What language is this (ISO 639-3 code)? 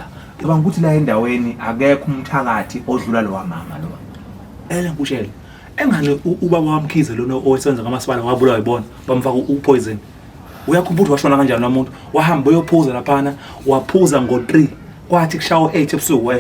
zul